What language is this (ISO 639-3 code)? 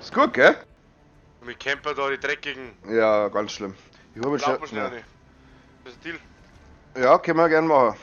bar